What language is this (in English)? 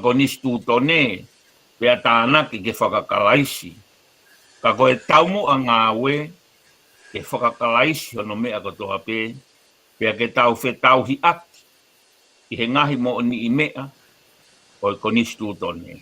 Tongan